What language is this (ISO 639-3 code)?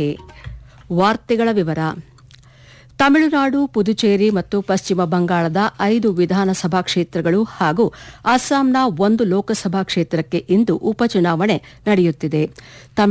kan